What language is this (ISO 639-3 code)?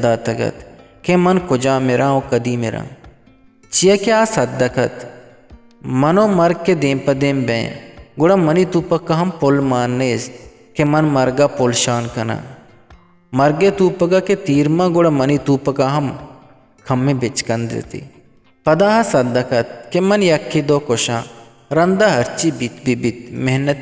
bgp